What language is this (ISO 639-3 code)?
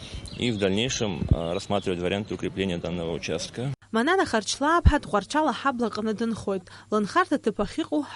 abk